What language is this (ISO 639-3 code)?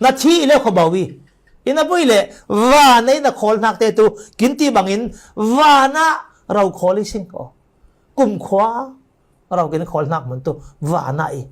cfm